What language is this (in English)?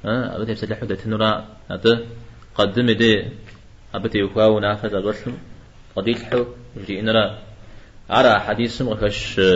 Kabardian